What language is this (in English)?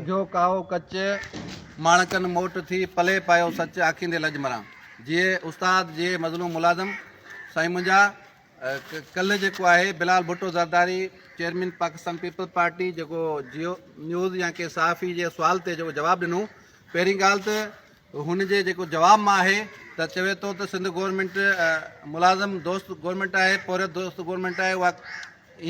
Sindhi